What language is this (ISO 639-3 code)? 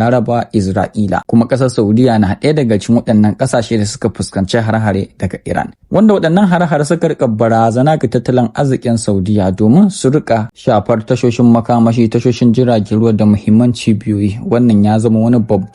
hau